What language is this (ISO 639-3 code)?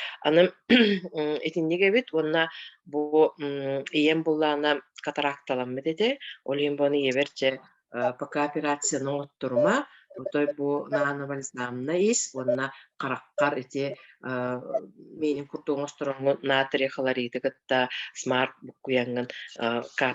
sah